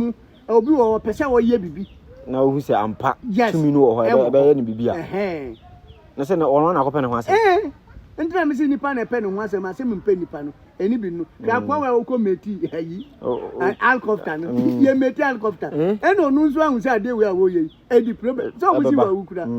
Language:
Akan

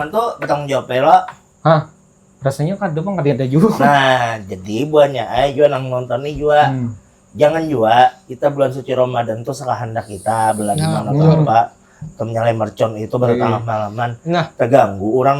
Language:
Banjar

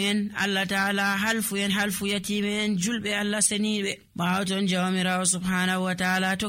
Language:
Nigerian Fulfulde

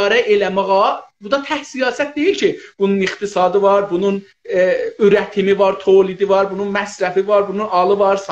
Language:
South Azerbaijani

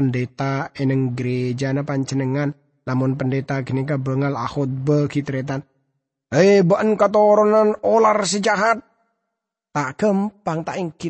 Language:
Madurese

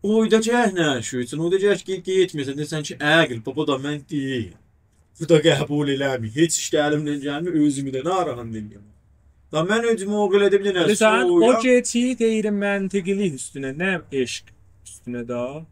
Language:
South Azerbaijani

